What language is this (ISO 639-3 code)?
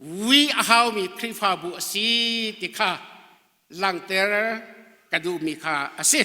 cnh